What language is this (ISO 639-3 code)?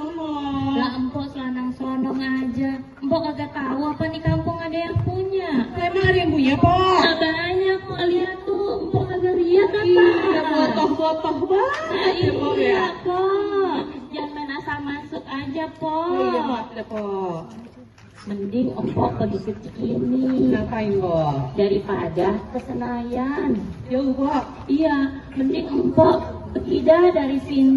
bew